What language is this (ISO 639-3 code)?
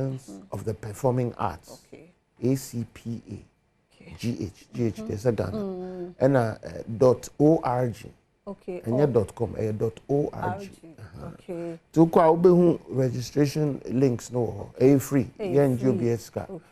aka